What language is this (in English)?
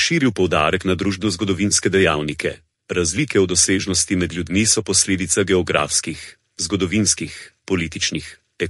Slovenian